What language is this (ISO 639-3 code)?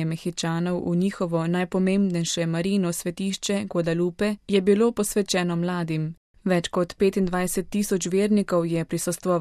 slv